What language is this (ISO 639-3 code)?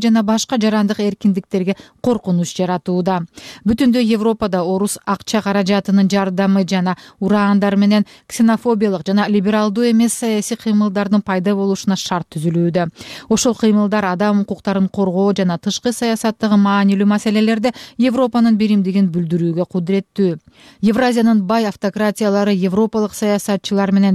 kir